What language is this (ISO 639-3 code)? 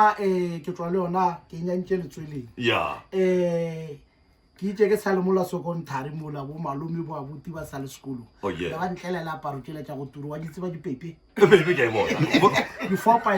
nso